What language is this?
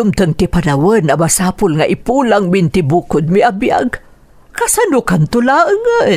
Iloko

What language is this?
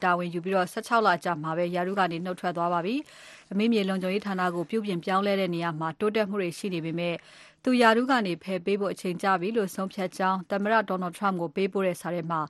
Burmese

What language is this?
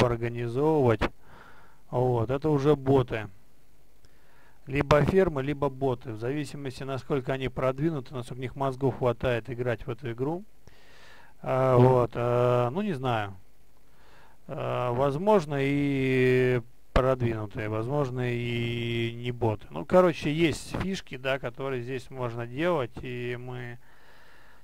Russian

